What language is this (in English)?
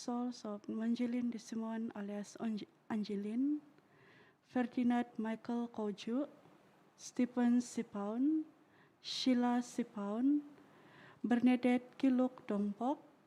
Central Dusun